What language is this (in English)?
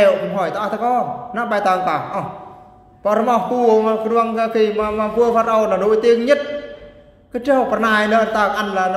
Eastern Bru